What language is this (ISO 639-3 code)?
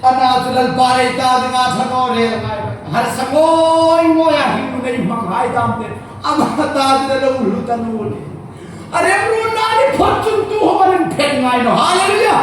hmr